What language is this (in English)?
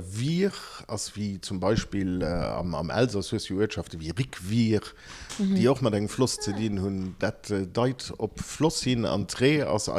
Luxembourgish